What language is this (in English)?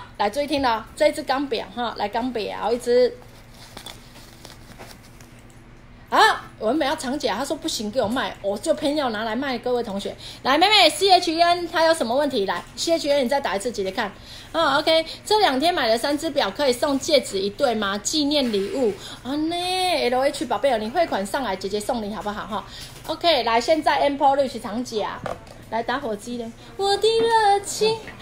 Chinese